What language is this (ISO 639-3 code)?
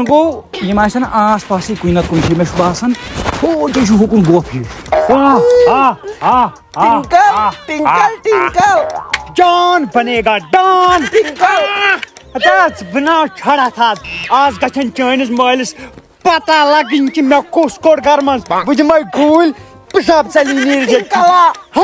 kas